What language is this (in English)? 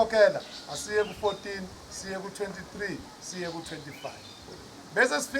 Zulu